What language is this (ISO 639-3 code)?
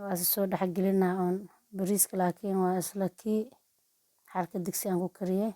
som